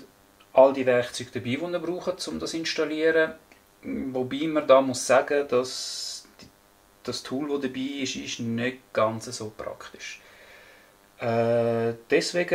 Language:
Swiss German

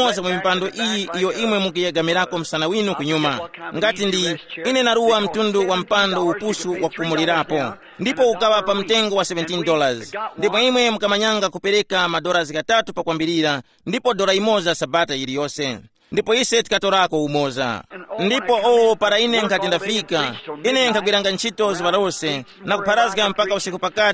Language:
Tumbuka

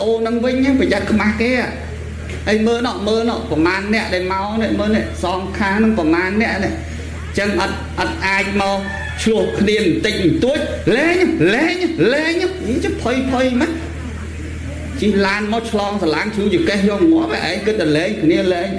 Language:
Khmer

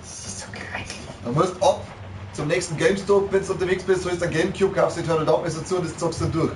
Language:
Bavarian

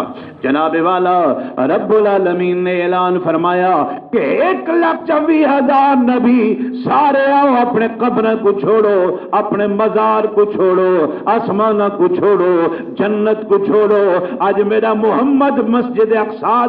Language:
Saraiki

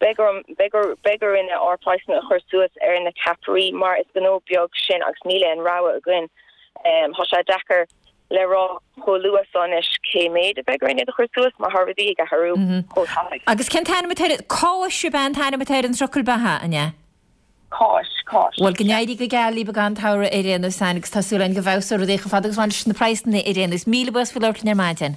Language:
Irish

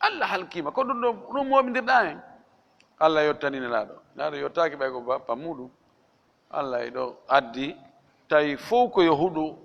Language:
Fula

